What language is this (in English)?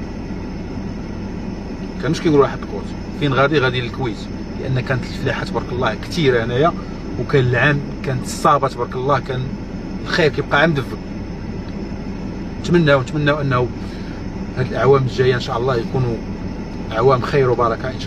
Moroccan Arabic